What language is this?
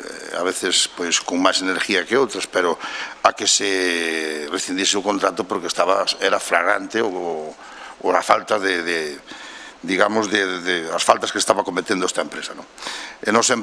Galician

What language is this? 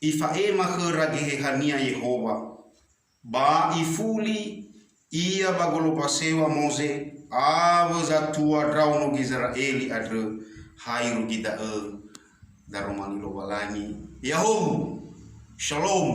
Nias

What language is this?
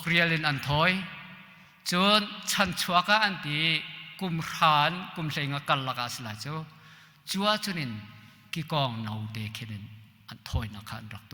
Hakha Chin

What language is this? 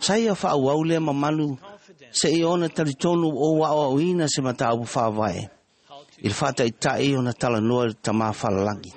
Samoan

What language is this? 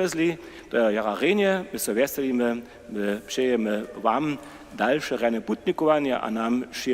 Upper Sorbian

